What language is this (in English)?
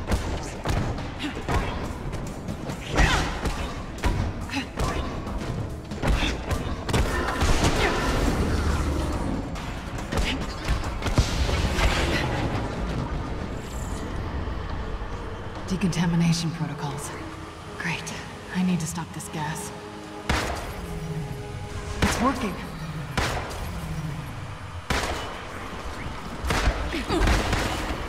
English